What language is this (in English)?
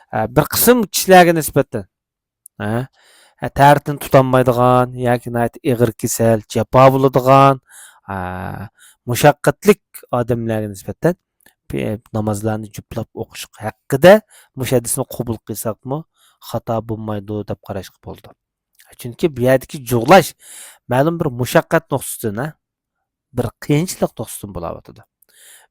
Uyghur